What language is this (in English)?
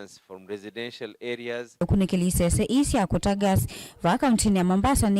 Kamba